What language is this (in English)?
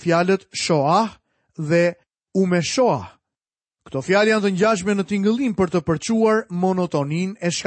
Albanian